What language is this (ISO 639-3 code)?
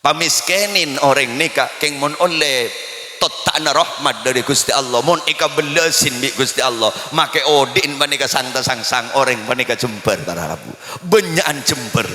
mad